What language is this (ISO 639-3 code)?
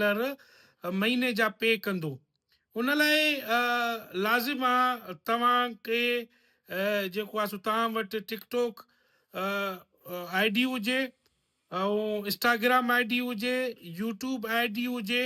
snd